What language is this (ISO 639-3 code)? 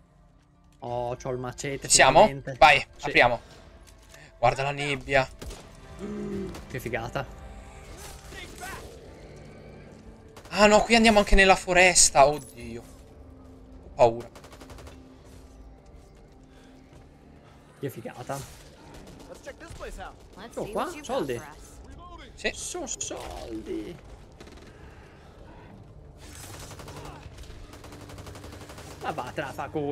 ita